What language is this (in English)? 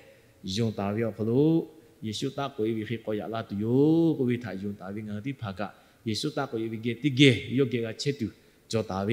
Lahu